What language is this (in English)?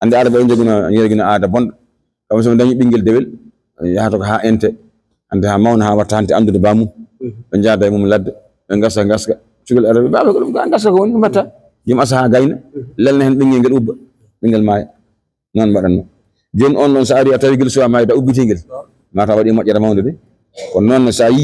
Fula